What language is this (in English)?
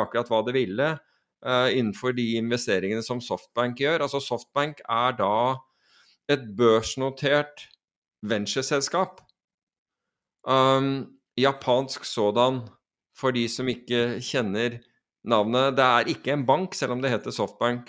Norwegian